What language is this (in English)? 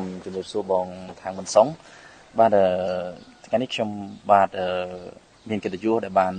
Khmer